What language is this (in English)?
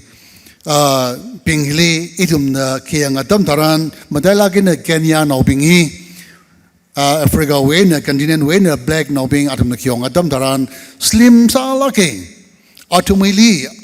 Tangkhul Naga (India)